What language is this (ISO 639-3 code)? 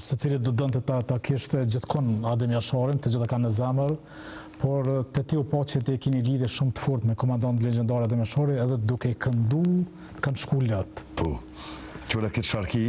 sqi